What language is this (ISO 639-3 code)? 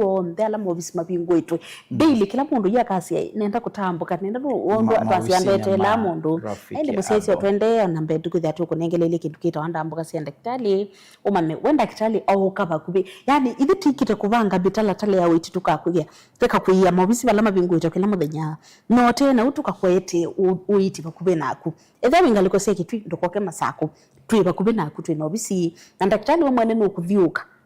kam